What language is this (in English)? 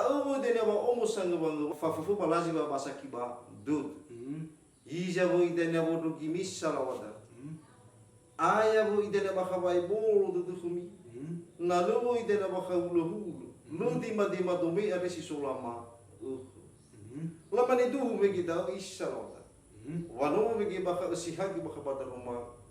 Nias